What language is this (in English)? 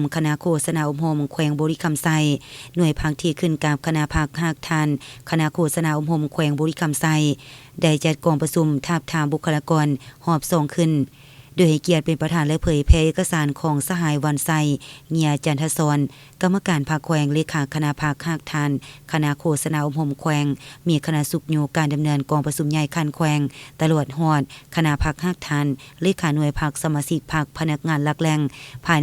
Lao